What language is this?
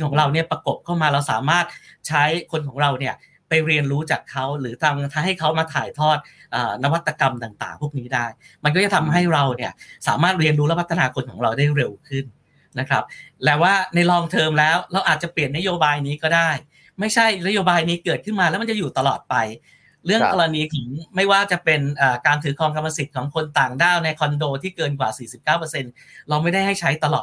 Thai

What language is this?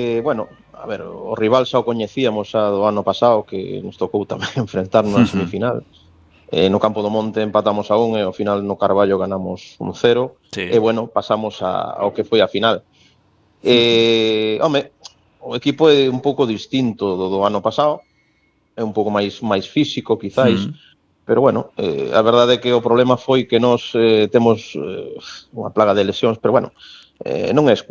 Galician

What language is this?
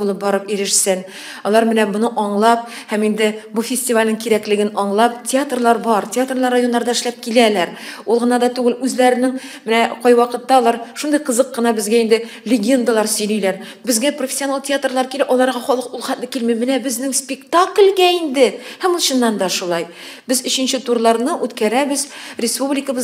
Tatar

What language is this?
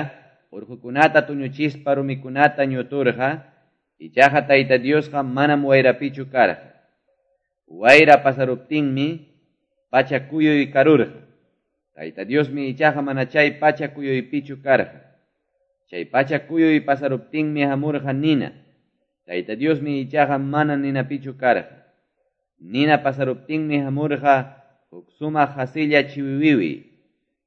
Quechua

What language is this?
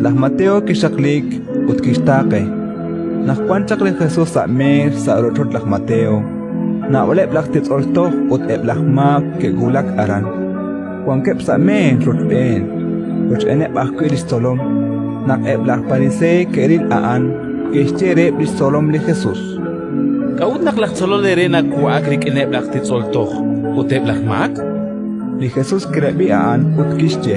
Kekchí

